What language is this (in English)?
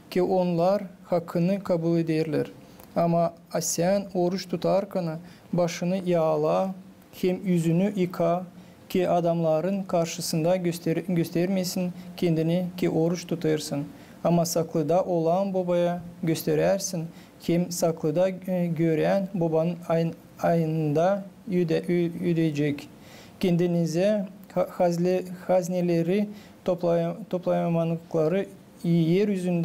Gagauz